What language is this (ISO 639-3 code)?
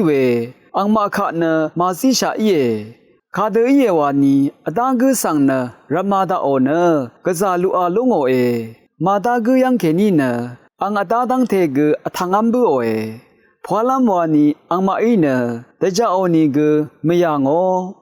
raw